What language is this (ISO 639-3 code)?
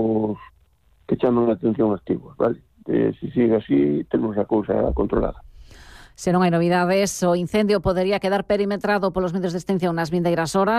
glg